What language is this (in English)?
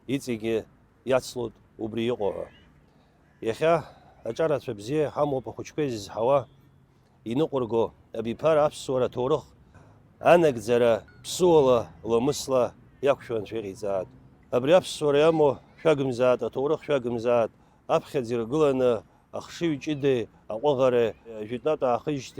Abkhazian